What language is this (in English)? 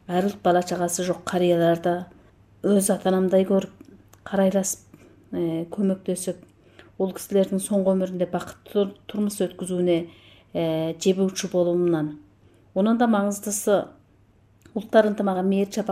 Kazakh